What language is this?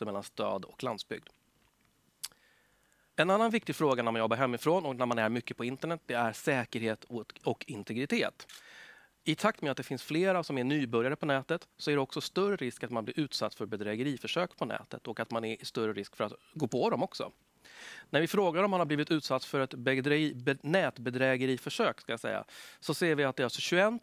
Swedish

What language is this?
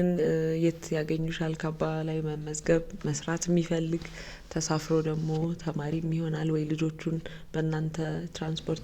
Amharic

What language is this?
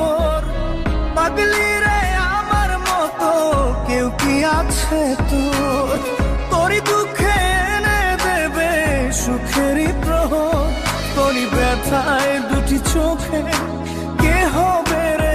Bangla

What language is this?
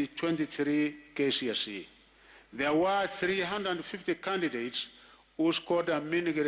Gusii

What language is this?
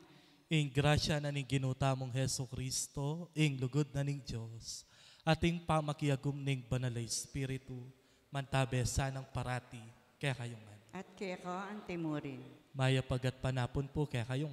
Pampanga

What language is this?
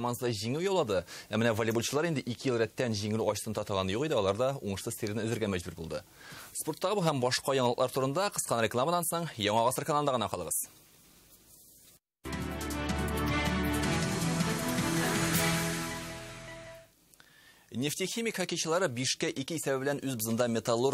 Tatar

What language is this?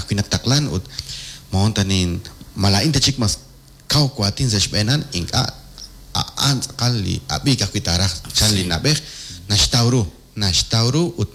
Kekchí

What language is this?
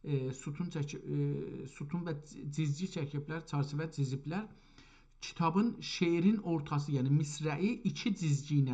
South Azerbaijani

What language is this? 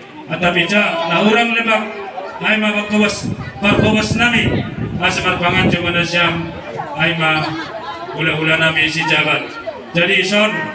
Batak Toba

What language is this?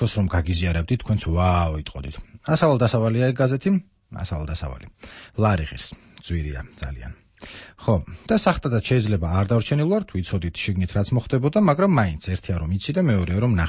Georgian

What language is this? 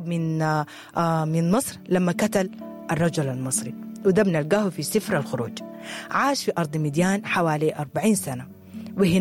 Sudanese Arabic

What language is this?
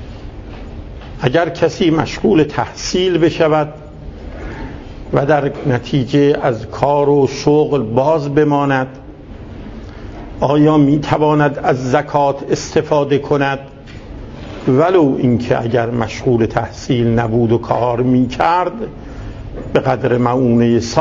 Persian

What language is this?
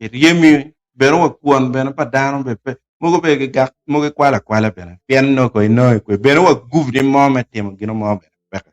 Acoli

